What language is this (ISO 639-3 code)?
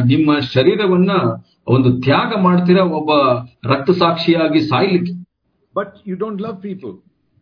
kan